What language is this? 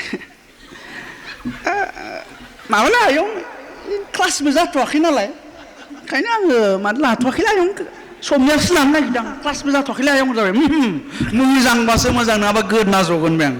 Bodo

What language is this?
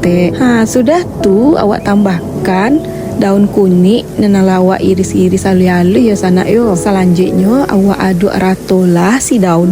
Minangkabau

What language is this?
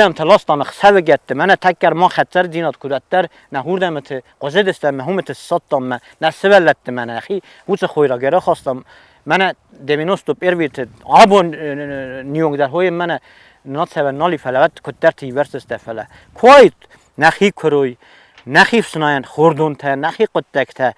Ossetic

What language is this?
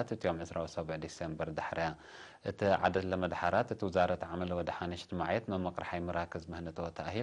Tigre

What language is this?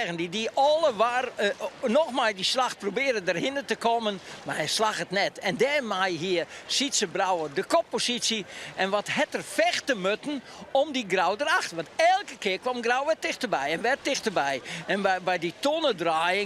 Western Frisian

